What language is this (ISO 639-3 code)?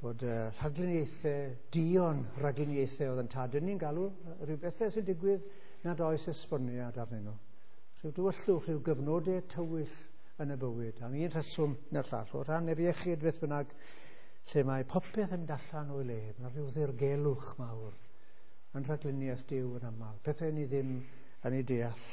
cym